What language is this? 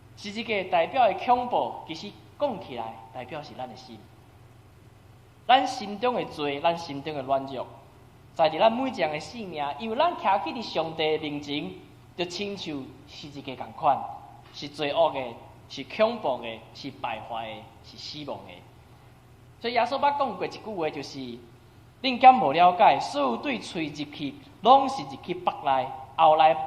Min Nan Chinese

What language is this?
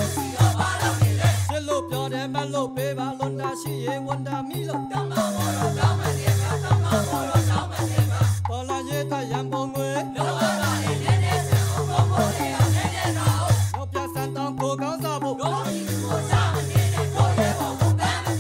Burmese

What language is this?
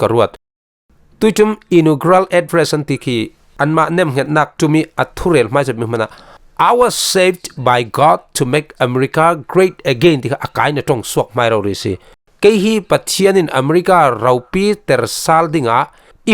Falam Chin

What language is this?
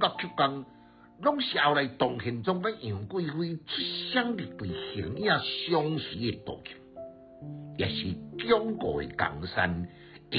Min Nan Chinese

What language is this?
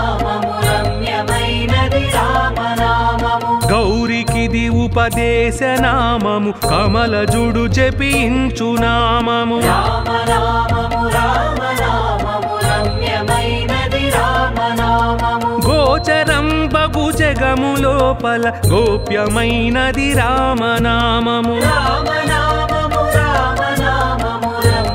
Telugu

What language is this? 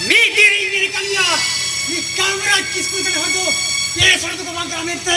Santali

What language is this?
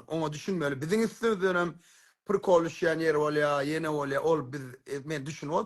Turkmen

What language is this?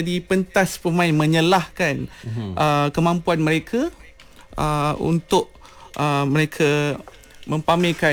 Malay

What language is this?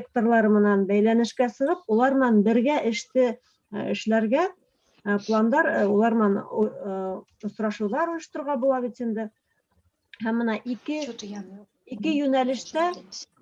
Bashkir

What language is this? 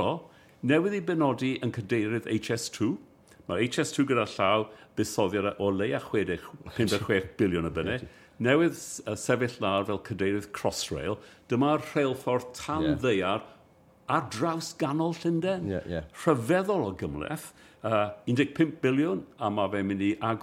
Welsh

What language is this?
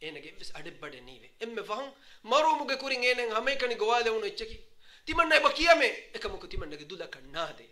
Divehi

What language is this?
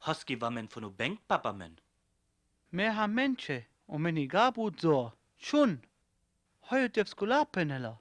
Sinte Romani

